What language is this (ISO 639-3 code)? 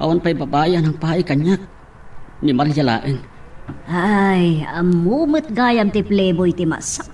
ilo